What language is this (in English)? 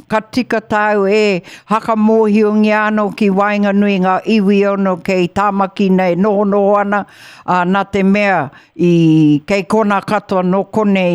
Māori